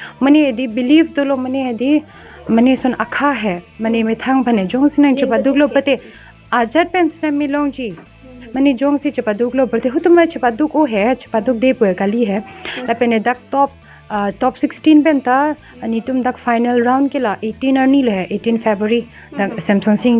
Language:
Karbi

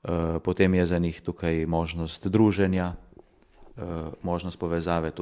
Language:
Slovenian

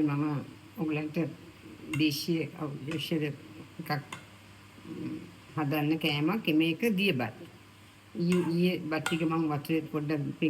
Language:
Sinhala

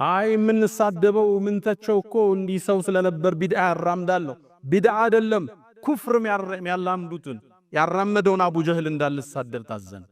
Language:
Amharic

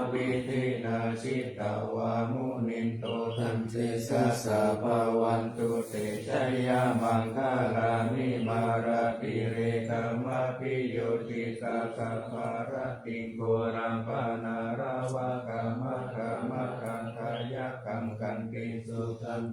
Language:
Pali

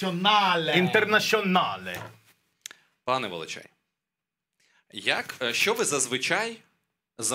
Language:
Ukrainian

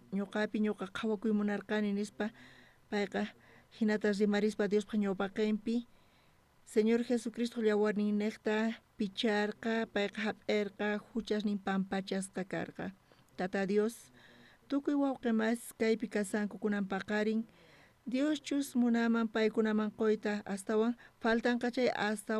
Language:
South Bolivian Quechua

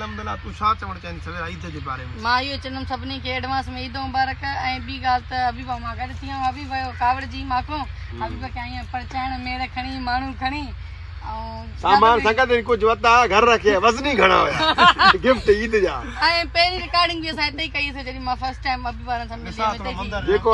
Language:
Sindhi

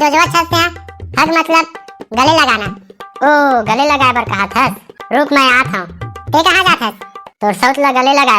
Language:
Chhattisgarhi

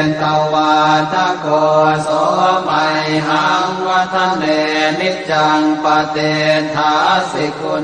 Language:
Pali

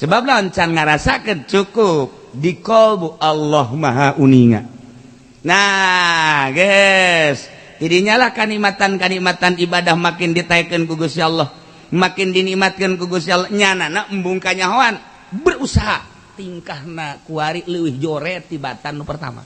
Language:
Sundanese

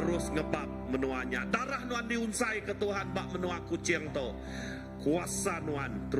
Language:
Iban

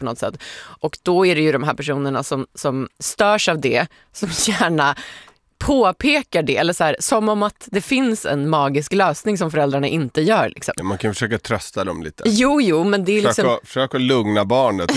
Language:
Swedish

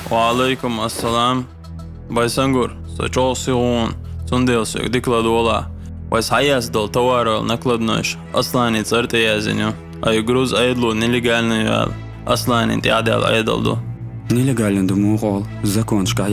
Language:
Chechen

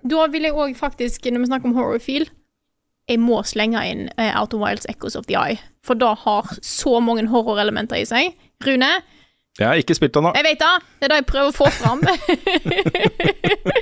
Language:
Norwegian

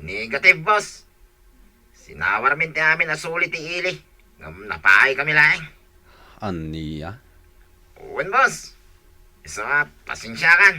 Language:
Iloko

